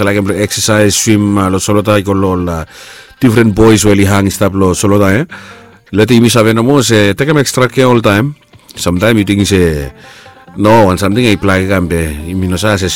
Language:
Bislama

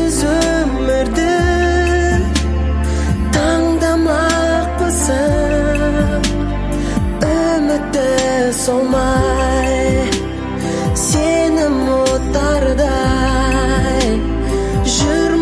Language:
Kazakh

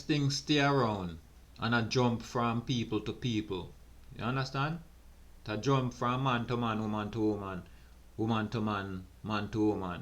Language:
Jamaican Creole English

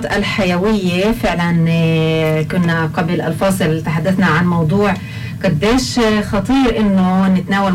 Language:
North Levantine Arabic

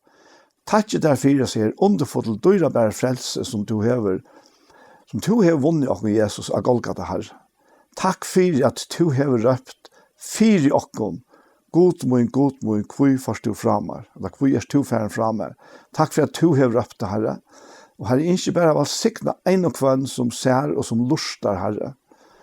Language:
Faroese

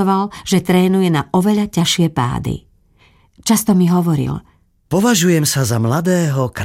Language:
Slovak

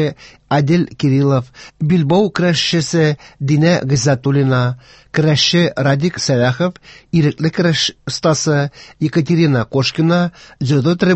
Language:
Tatar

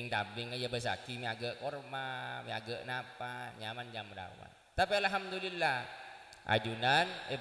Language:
Madurese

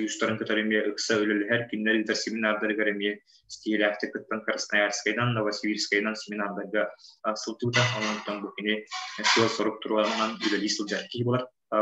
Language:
Yakut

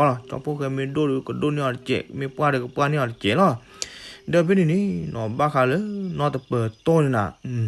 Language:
S'gaw Karen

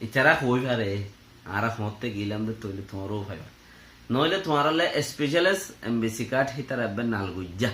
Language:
Rohingya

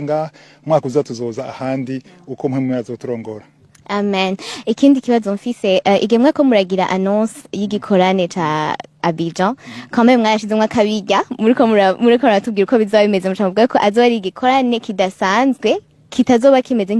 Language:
Rundi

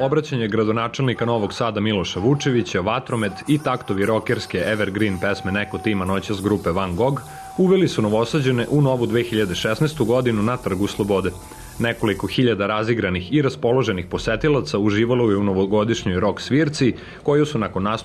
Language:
Serbian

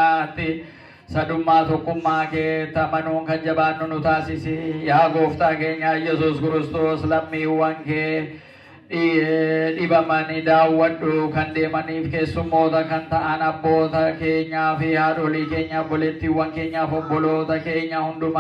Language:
Oromo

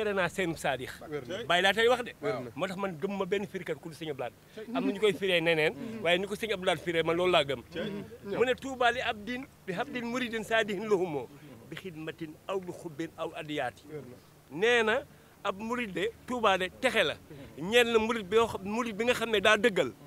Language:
Wolof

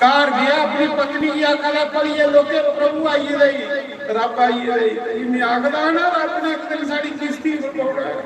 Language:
Dogri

